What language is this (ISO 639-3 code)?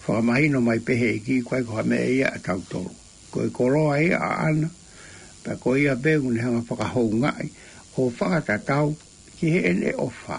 ton